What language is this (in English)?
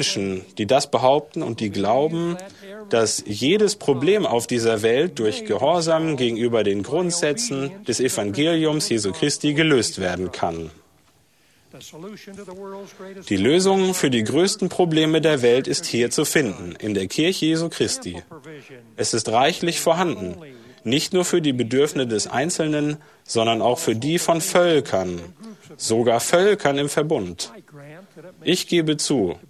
German